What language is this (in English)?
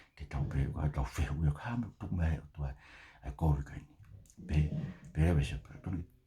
Tongan